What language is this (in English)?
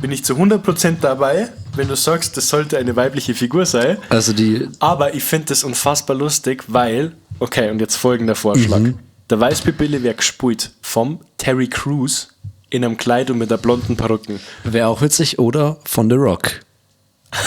Bavarian